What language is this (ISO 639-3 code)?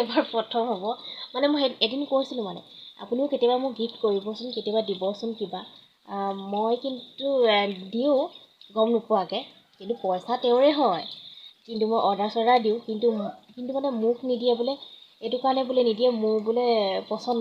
asm